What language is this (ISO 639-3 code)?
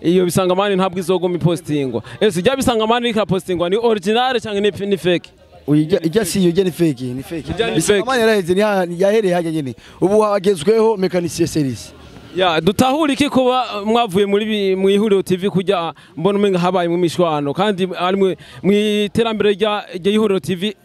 run